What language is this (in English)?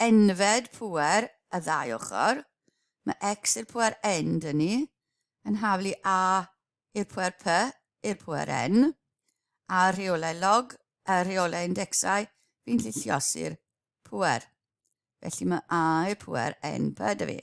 Welsh